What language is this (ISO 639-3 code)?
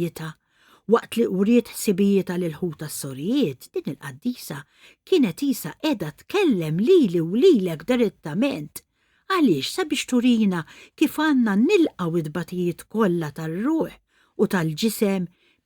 mlt